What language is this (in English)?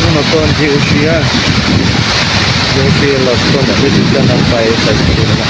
Hmong